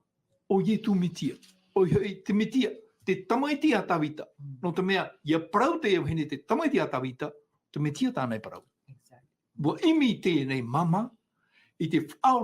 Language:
Tahitian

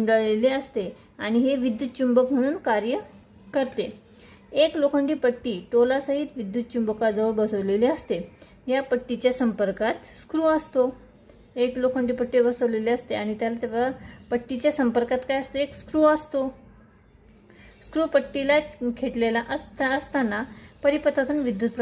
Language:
Marathi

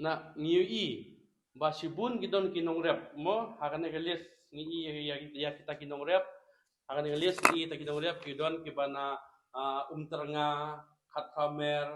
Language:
Khasi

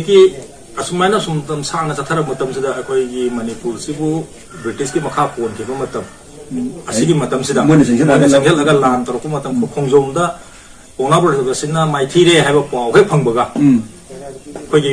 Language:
Manipuri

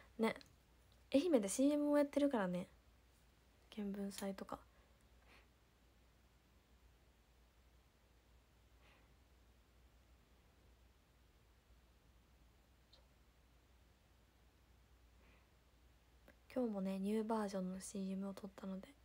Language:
Japanese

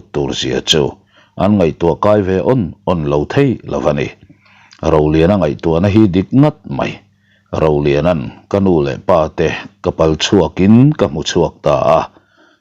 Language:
Mizo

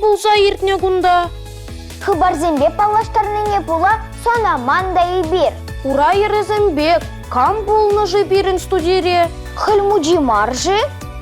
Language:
Chuvash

